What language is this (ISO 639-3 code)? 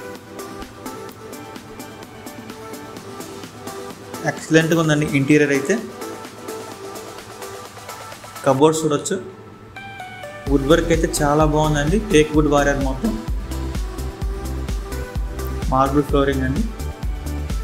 tel